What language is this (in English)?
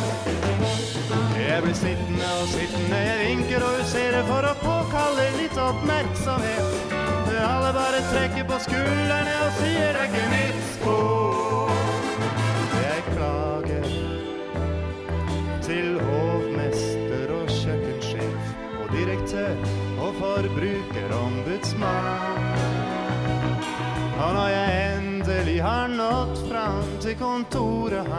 Norwegian